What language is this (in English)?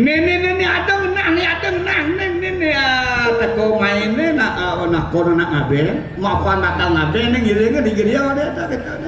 Balinese